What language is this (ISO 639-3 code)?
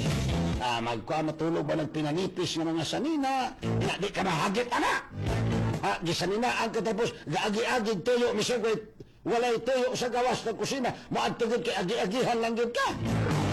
ceb